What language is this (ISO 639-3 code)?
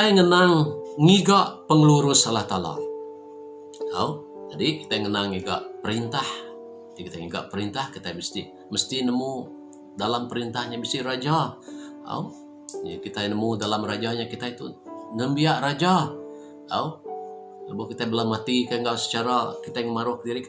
iba